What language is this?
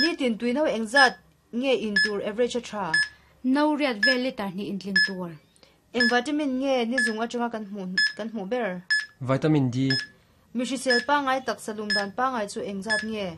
Mizo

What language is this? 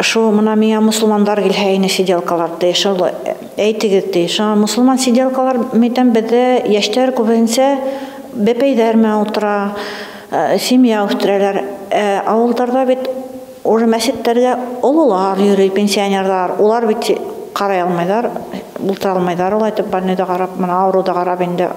Bashkir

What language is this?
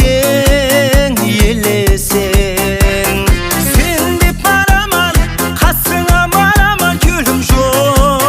Kara-Kalpak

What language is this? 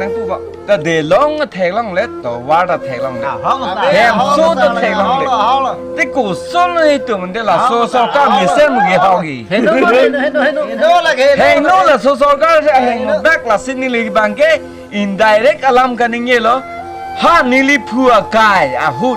Karbi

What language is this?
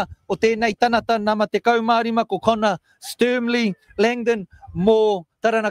Māori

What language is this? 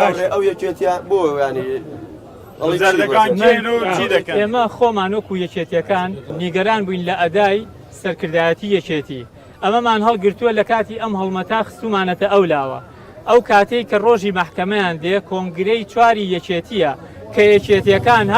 Central Kurdish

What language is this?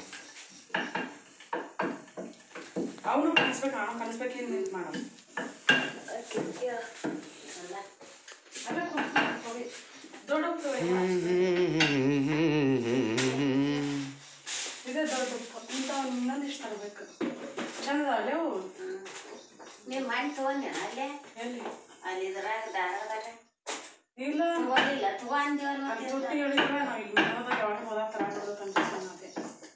Kannada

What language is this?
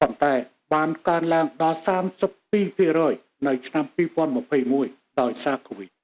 Khmer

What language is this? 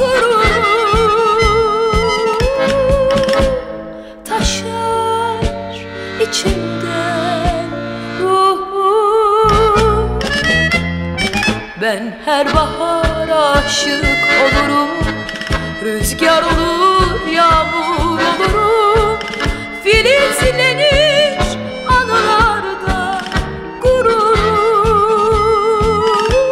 Turkish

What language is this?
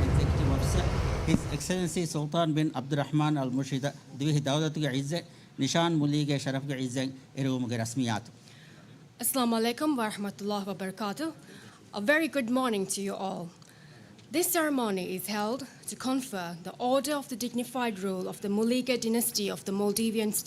Divehi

